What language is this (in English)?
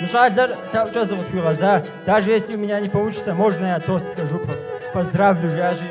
Kabardian